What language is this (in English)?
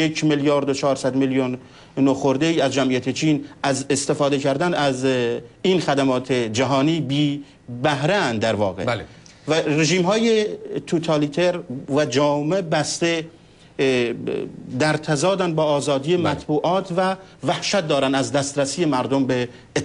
Persian